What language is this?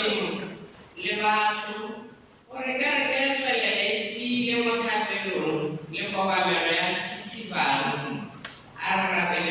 Tswana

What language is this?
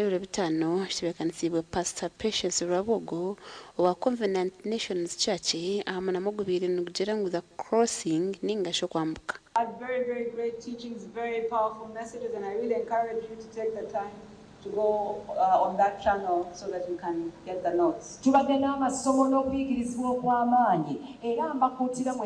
Nyankole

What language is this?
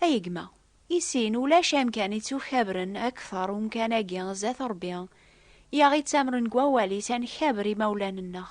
Kabyle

